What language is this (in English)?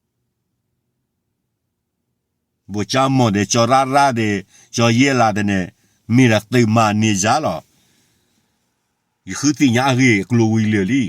S'gaw Karen